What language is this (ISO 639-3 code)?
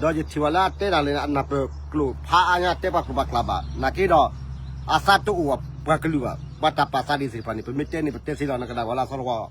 ksw